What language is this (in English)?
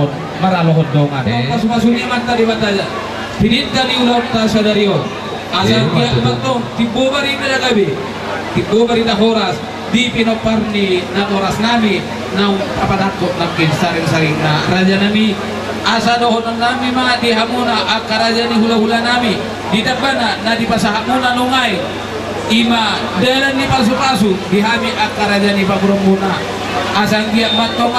Batak Toba